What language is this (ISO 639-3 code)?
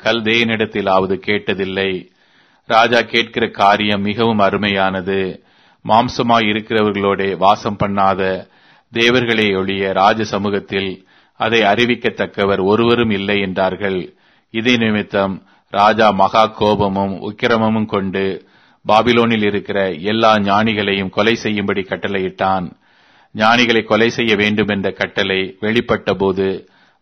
tam